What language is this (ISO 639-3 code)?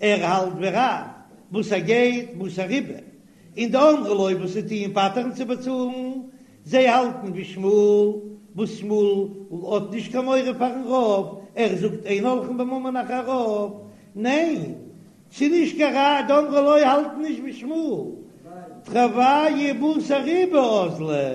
yid